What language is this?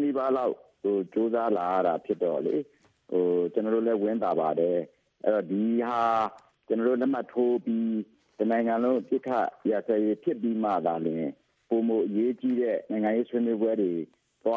Burmese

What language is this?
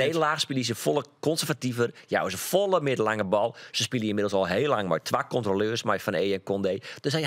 Western Frisian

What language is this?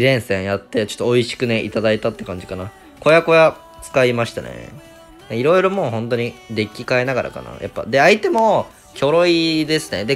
Japanese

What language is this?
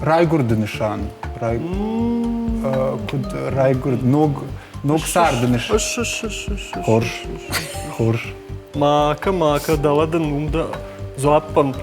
Ossetic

